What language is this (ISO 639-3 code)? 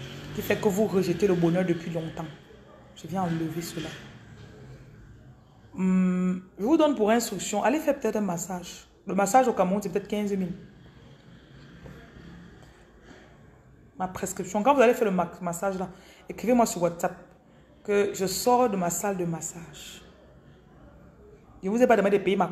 fra